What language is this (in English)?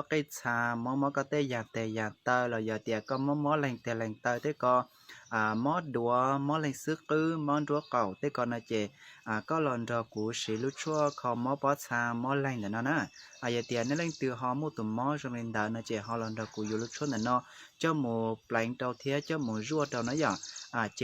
Hmong